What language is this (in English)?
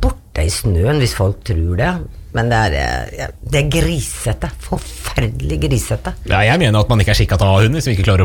Norwegian